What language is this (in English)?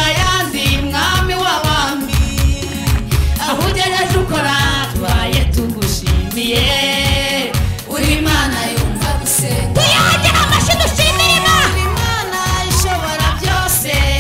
Kinyarwanda